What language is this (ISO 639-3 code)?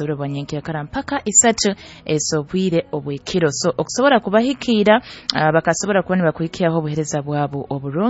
nyo